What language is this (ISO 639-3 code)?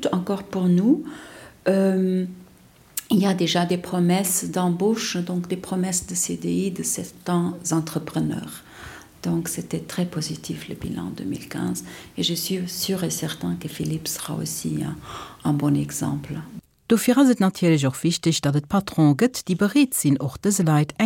ltz